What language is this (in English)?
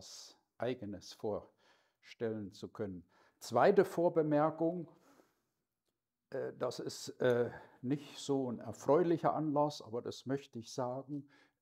German